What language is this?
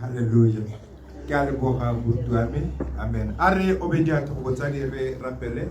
Tswana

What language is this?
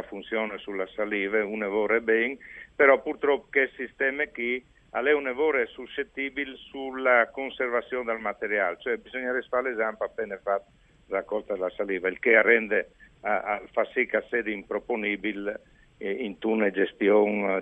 Friulian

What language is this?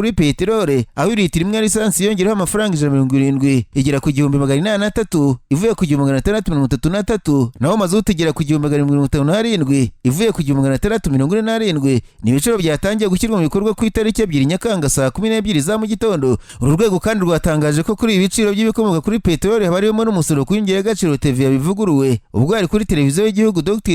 Kinyarwanda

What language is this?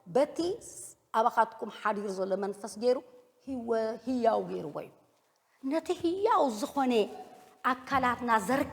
Tigrinya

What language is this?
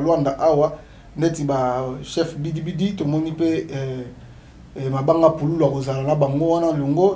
Lingala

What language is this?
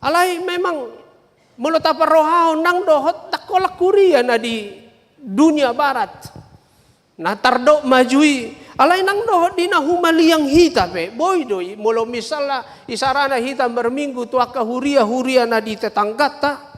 Batak Toba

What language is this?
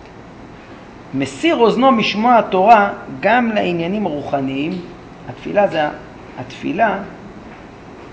Hebrew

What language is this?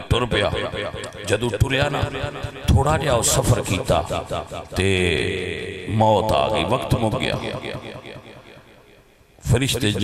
Western Panjabi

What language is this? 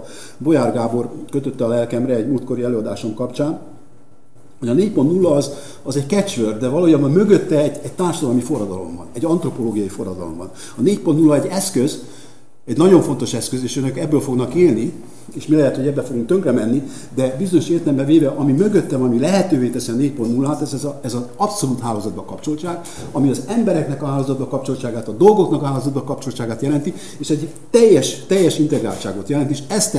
Hungarian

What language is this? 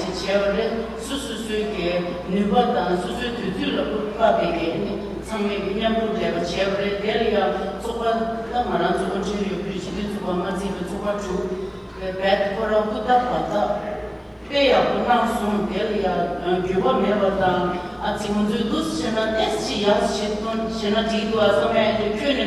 Tibetan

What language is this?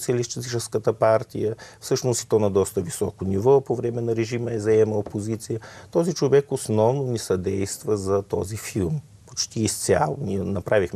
Bulgarian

